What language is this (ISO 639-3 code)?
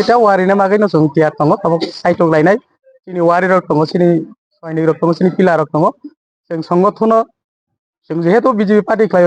trp